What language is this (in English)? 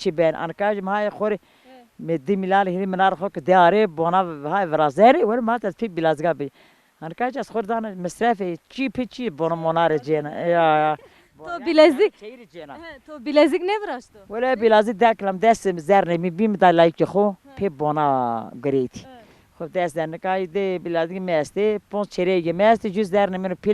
Zaza